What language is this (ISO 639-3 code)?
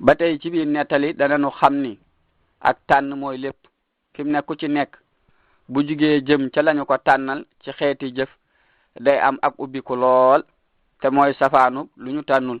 wol